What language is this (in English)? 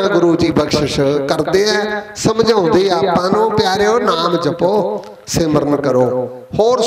Punjabi